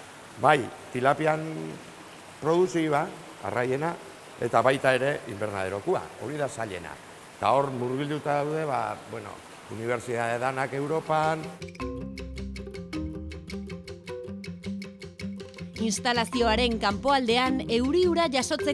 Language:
Basque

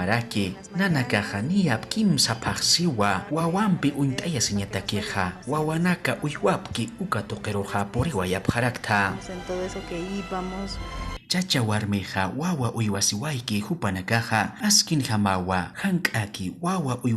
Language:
Aymara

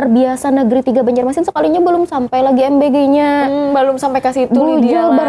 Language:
Banjar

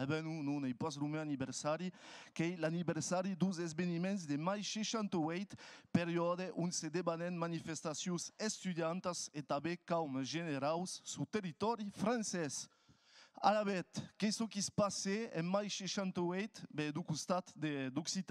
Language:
Occitan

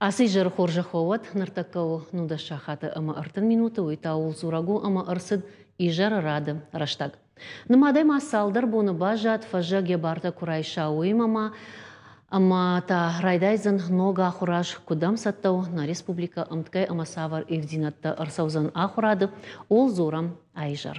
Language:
Ossetic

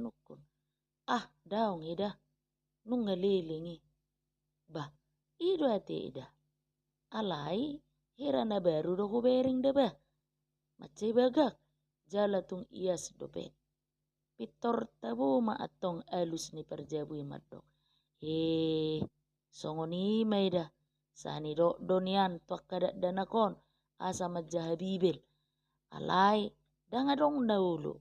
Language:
Batak Toba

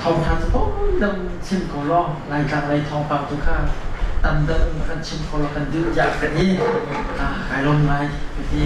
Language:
Hakha Chin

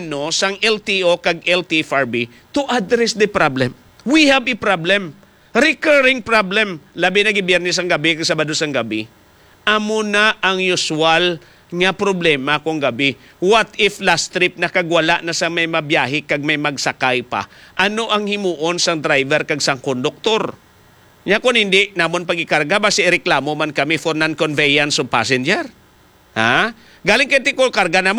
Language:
Hiligaynon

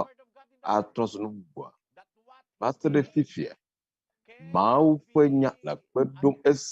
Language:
Ewe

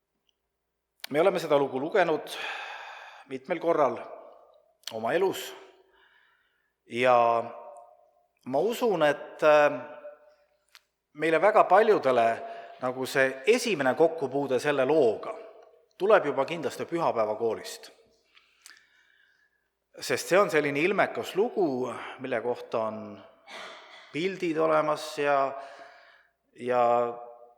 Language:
Estonian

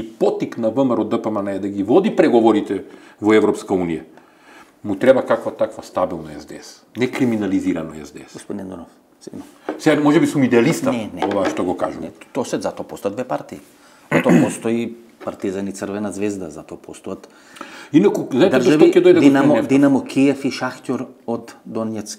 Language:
Macedonian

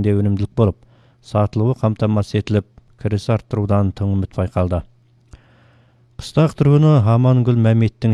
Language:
Kazakh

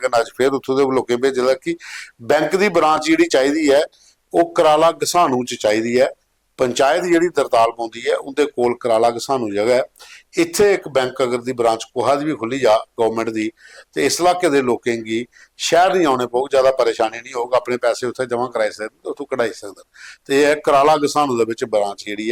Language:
Dogri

